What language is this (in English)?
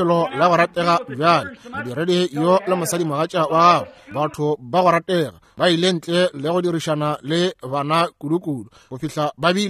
Northern Sotho